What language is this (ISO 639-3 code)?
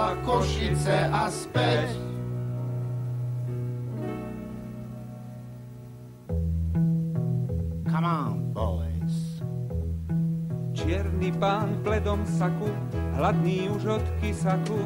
slk